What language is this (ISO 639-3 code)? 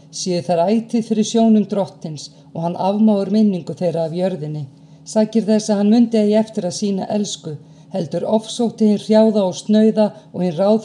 isl